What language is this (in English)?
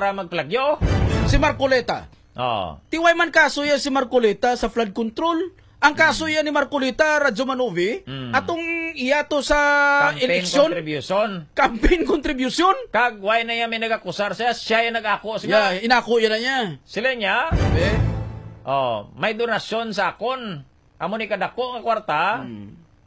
Hiligaynon